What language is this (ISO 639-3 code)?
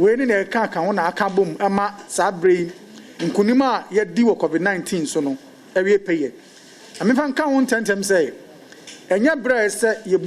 aka